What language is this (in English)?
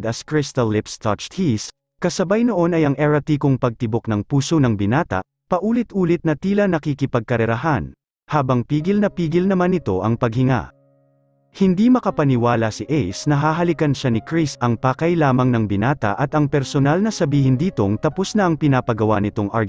Filipino